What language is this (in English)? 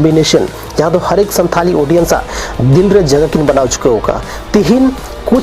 Santali